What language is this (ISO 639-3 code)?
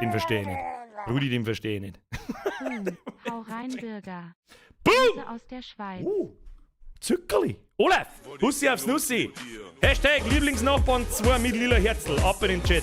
bar